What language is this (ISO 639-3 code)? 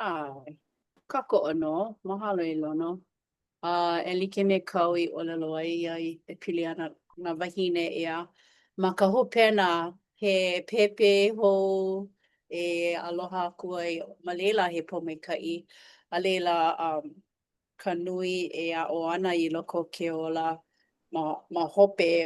haw